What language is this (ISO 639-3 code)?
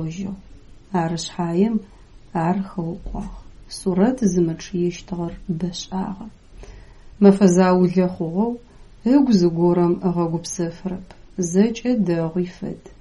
ady